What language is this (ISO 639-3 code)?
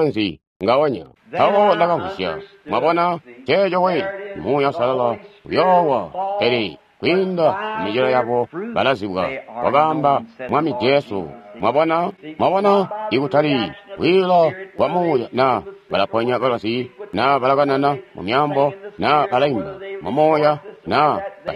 toi